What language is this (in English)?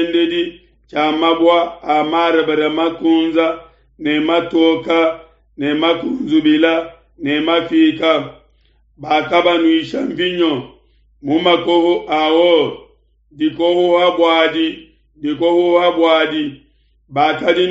Luba-Lulua